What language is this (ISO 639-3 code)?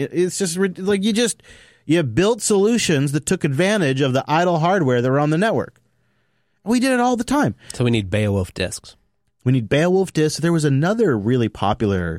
eng